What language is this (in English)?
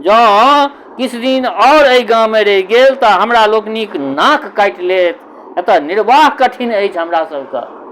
Maithili